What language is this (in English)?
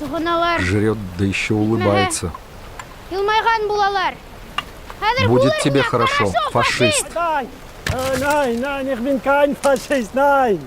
Bashkir